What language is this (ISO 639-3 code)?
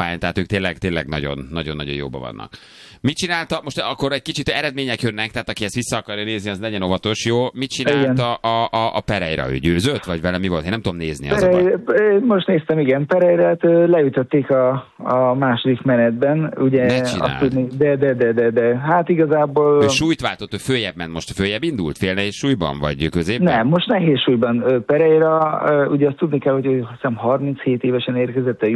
hun